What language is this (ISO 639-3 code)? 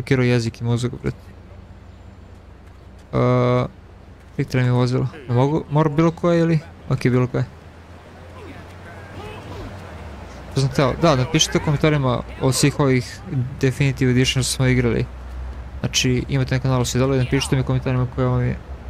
hrv